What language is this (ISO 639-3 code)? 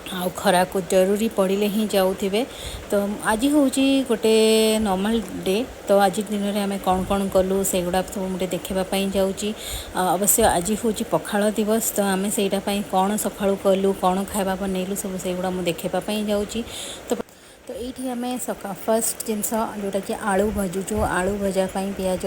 ori